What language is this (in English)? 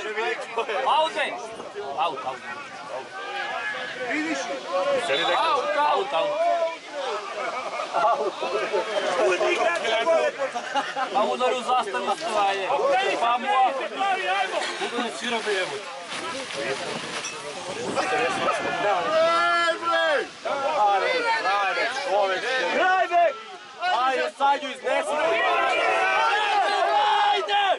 Serbian